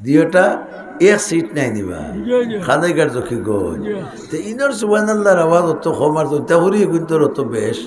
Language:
Sylheti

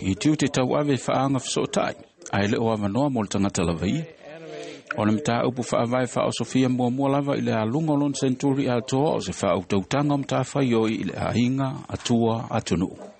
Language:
Samoan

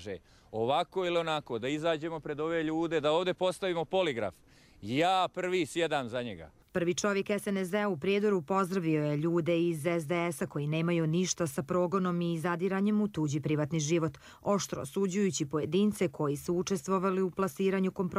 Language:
Bosnian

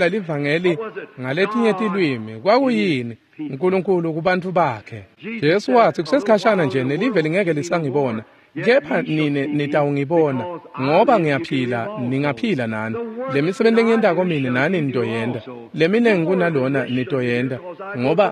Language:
Swati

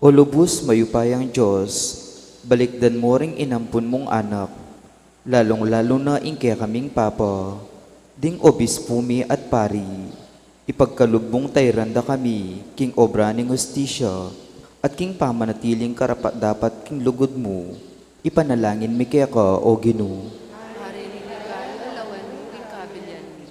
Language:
Pampanga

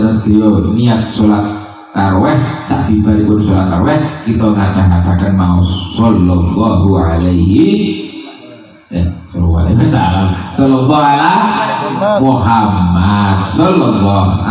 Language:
Javanese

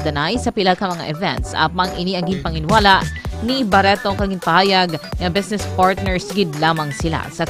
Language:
Hiligaynon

